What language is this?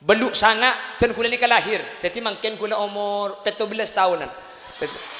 Madurese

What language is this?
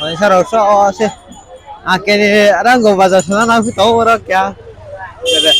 Riang (India)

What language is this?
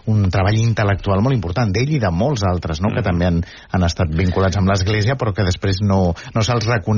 Catalan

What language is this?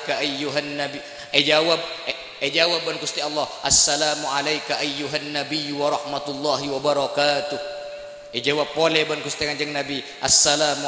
Madurese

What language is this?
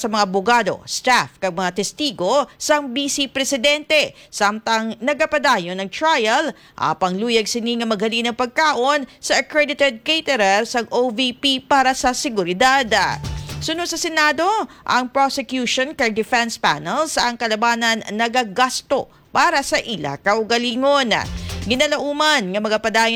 Hiligaynon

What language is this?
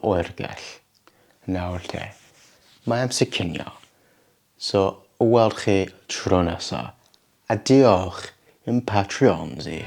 Welsh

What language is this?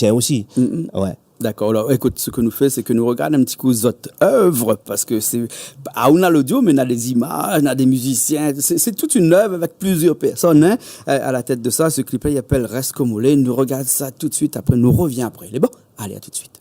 Réunion Creole French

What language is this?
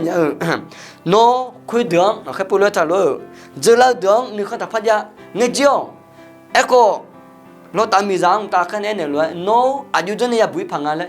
Akha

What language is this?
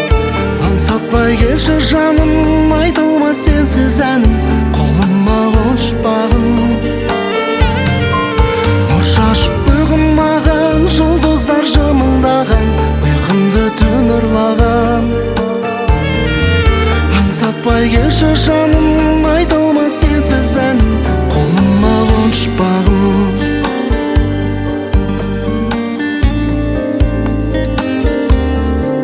Kazakh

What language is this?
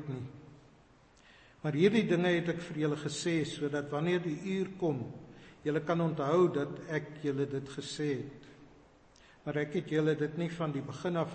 Afrikaans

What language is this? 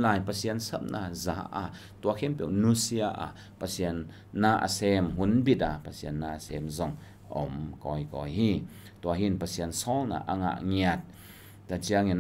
Tedim Chin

